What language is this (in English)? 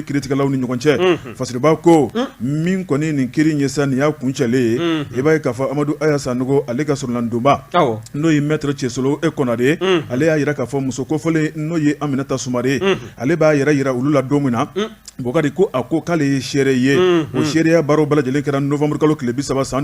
Bambara